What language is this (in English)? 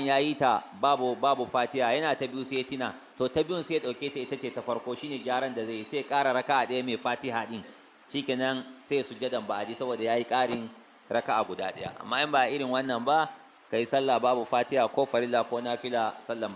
Hausa